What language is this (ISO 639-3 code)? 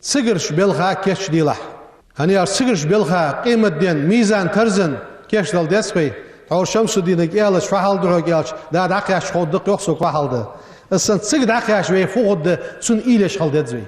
inh